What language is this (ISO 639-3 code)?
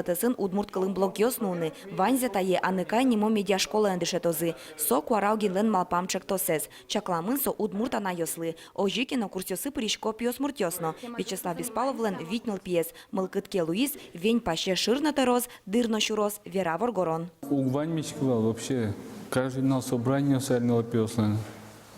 udm